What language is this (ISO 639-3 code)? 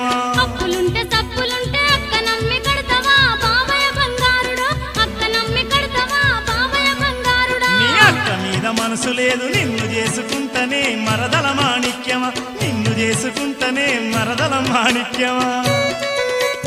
tel